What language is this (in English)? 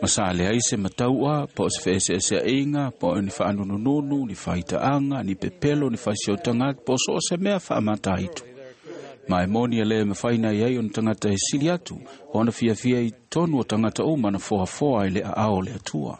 Samoan